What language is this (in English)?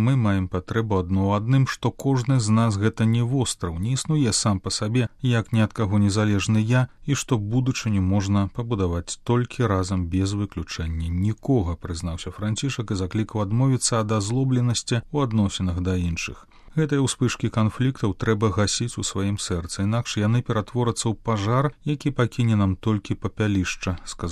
Belarusian